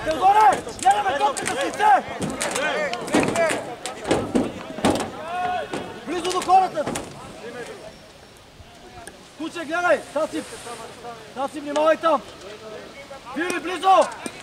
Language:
Bulgarian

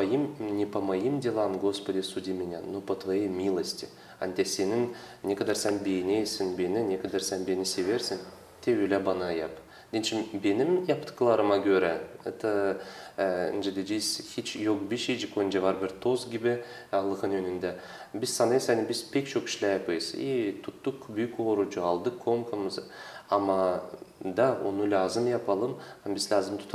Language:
Gagauz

